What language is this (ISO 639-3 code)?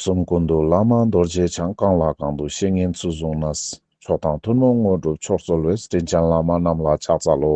lbj